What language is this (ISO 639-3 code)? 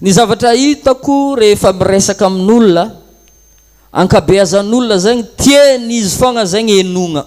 mlg